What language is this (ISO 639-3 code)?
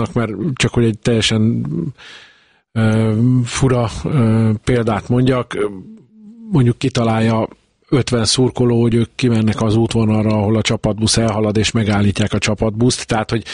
hun